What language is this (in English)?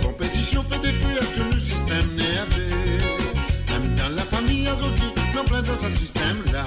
Morisyen